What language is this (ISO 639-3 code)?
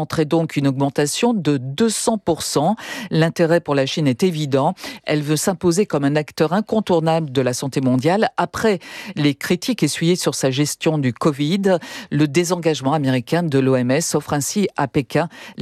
fra